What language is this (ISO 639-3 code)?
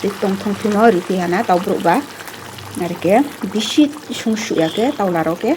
ria